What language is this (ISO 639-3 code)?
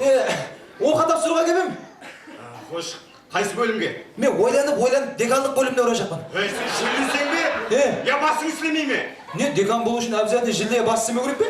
kaa